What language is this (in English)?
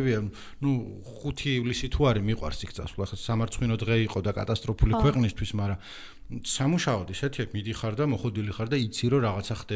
Georgian